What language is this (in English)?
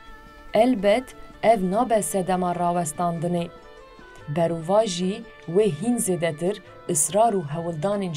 Kurdish